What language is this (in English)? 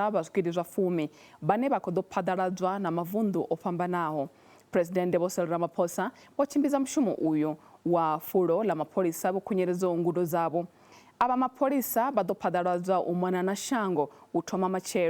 Venda